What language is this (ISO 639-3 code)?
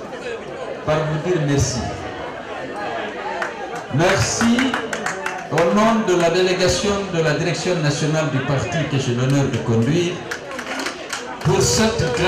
fra